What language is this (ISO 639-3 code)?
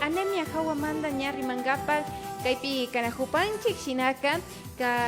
qvi